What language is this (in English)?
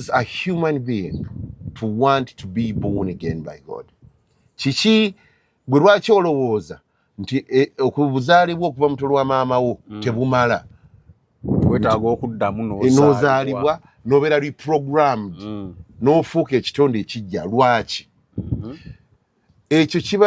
Ganda